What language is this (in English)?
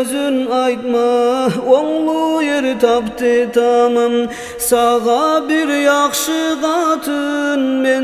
Kumyk